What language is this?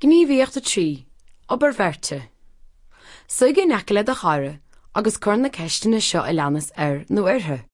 Irish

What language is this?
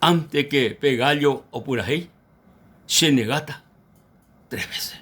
Guarani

